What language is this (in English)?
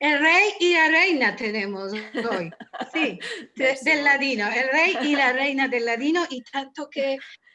Ladino